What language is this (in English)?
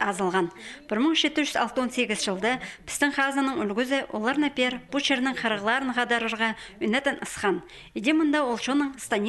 Khakas